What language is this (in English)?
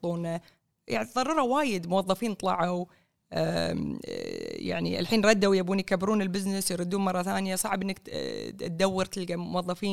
Gulf Arabic